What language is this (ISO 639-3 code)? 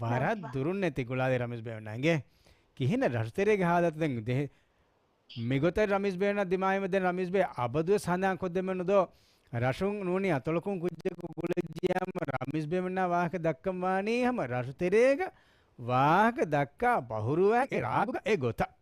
div